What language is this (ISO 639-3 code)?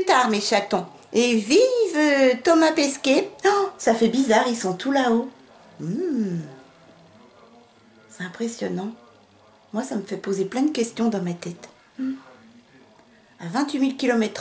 fra